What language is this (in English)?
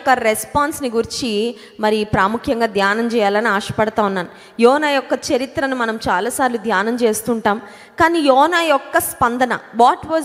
Telugu